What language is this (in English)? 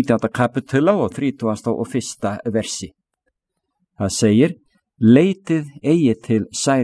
Icelandic